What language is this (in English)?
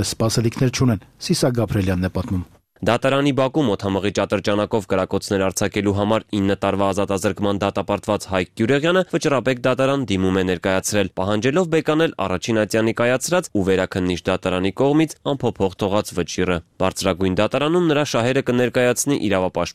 Armenian